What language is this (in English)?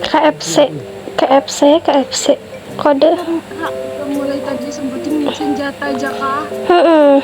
Banjar